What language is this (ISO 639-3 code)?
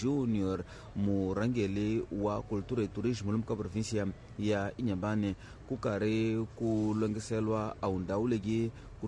tso